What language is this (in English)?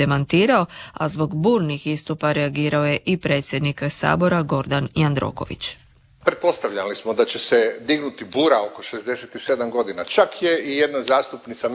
Croatian